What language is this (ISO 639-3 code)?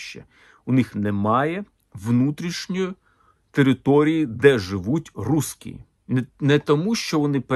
ukr